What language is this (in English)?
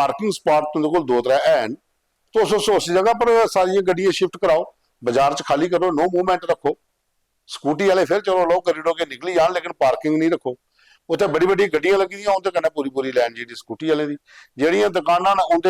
Dogri